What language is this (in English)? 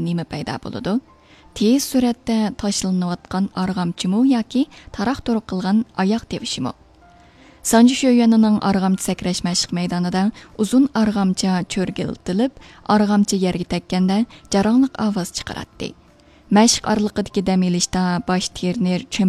Uyghur